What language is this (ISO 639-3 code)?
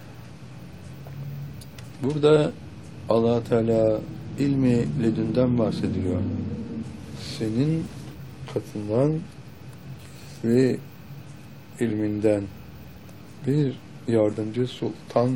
tur